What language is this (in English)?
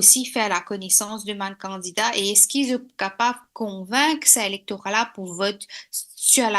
Morisyen